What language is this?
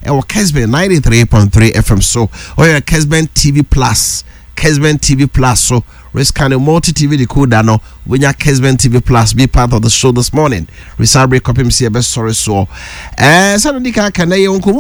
Akan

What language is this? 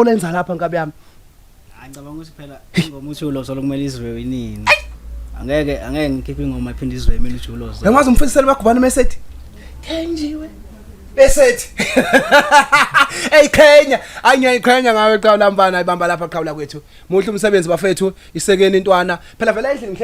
Zulu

